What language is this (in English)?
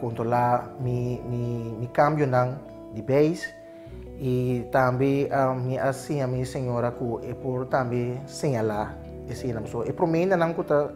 Papiamento